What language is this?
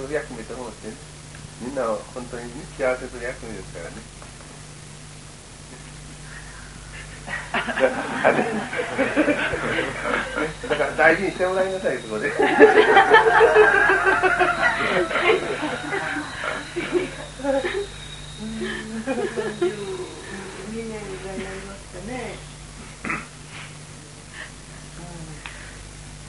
Japanese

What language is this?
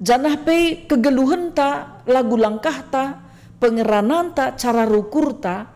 Batak Karo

